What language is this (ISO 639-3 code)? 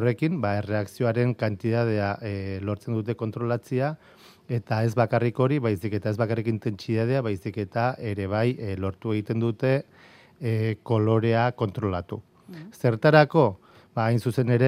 eus